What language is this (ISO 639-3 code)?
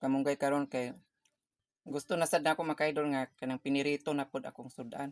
ceb